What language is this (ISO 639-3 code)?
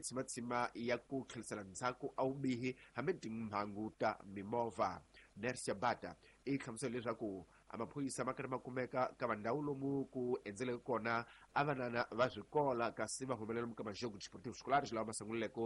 tso